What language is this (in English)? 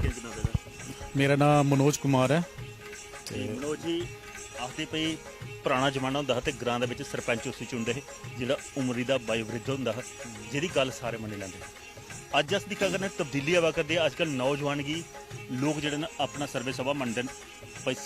Dogri